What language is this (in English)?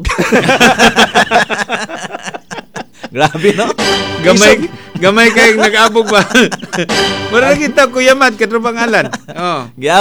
Cebuano